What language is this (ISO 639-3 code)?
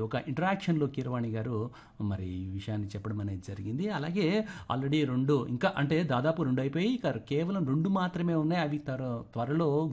tel